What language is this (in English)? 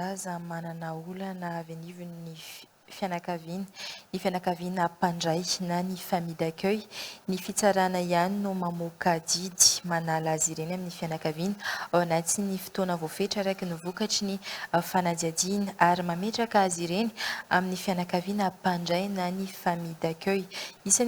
Malagasy